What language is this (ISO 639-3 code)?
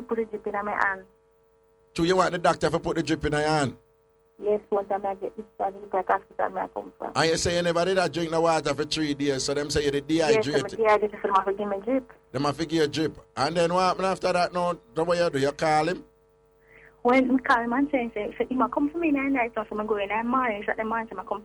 jam